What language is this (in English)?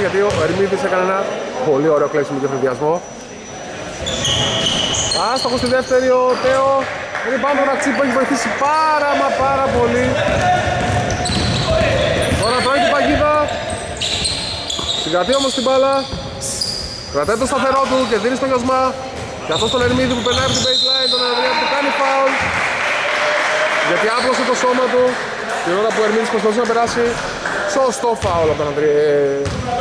Greek